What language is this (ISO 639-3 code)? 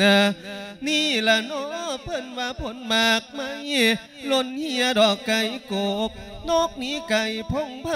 lao